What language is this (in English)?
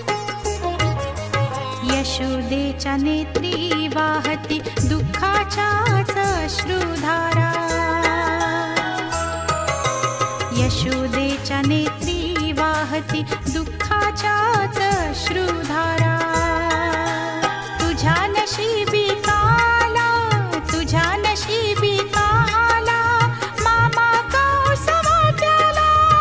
Marathi